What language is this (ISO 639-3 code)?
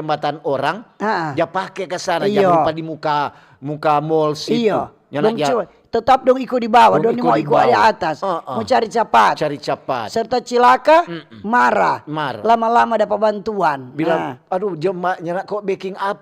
xmm